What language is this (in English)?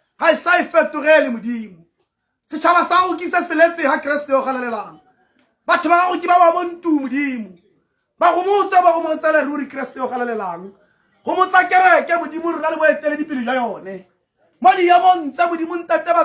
Tswana